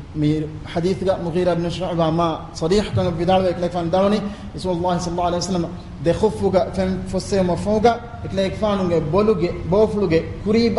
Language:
Divehi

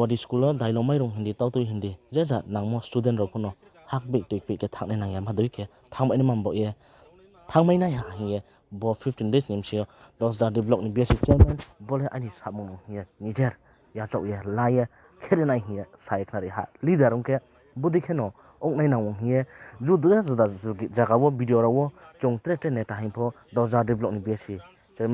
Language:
Riang (India)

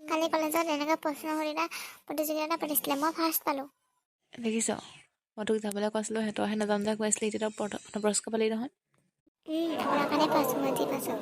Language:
Assamese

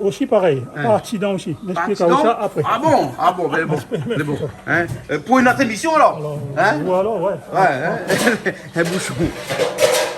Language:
Réunion Creole French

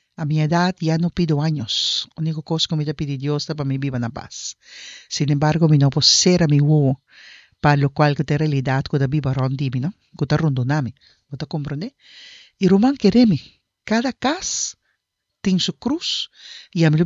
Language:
Papiamento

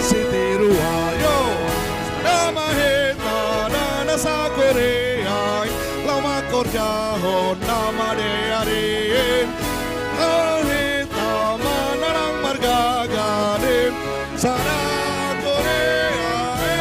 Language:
Batak Simalungun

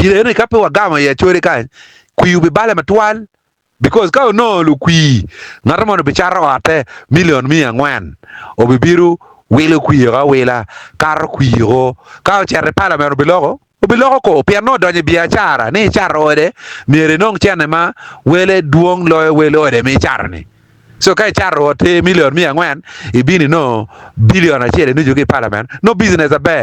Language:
Acoli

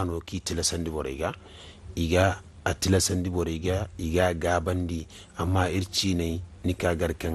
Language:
Zarma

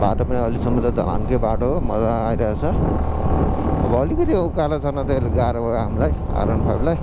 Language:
Nepali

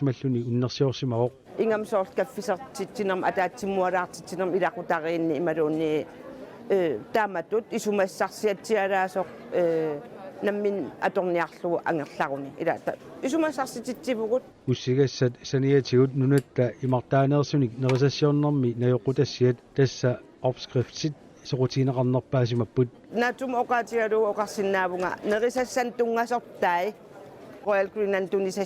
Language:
Kalaallisut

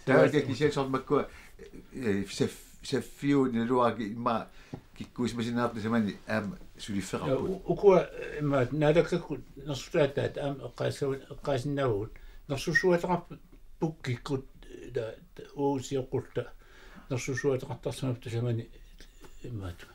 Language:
Kalaallisut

